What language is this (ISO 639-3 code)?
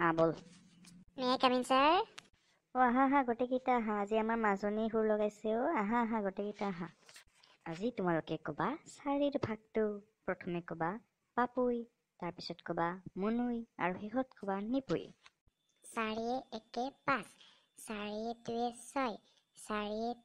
asm